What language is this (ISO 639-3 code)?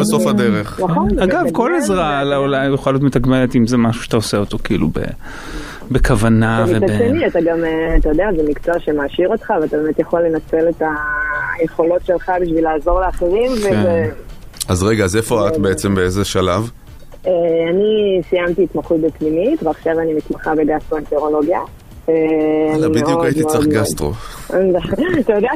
heb